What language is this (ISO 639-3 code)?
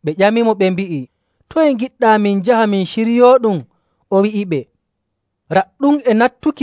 fuv